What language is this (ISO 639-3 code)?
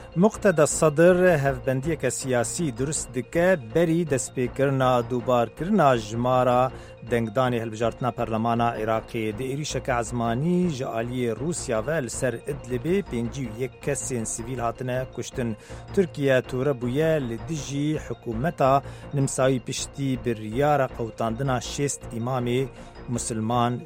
ckb